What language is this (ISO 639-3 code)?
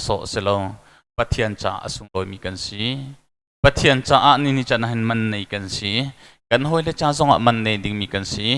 cnh